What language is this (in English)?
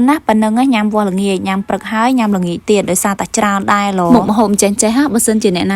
Khmer